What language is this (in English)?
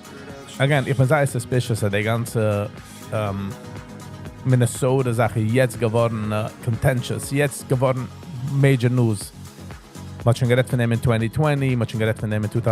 Yiddish